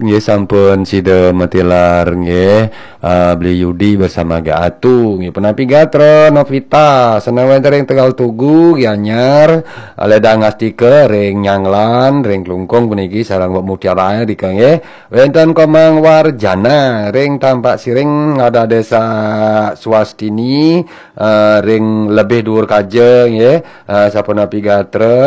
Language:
Balinese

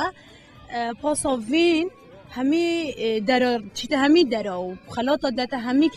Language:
Kurdish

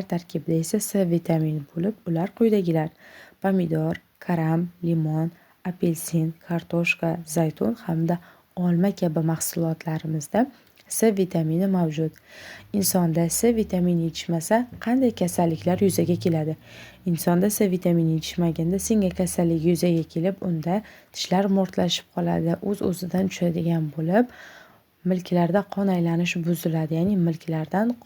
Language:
Uzbek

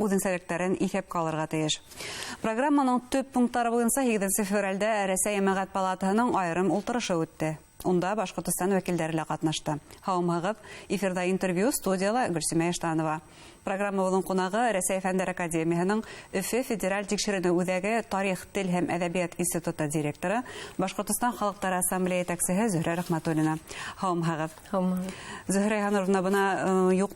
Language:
Bashkir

